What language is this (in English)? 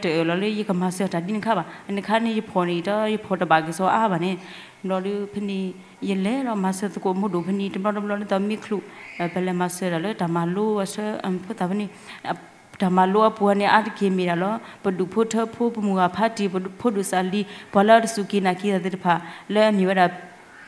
S'gaw Karen